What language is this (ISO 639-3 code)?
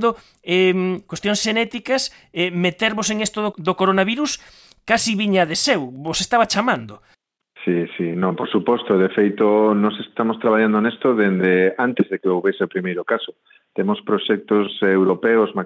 glg